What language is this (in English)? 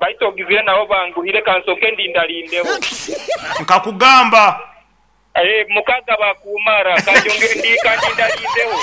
Nyoro